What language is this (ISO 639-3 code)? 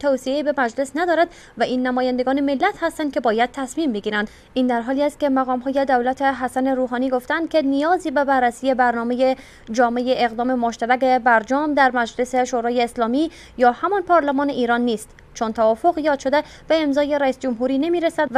fas